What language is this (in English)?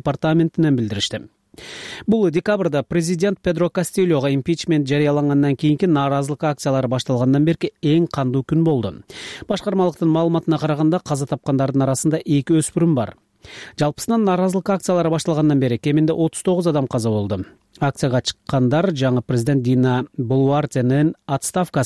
Kyrgyz